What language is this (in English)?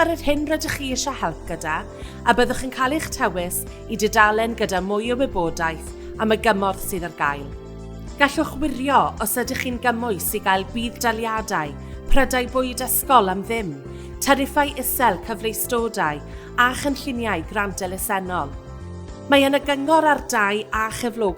Welsh